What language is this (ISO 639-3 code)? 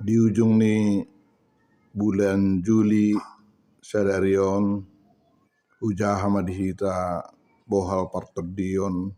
bbc